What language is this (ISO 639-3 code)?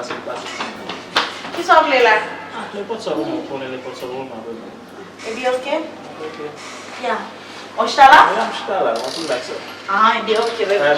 hat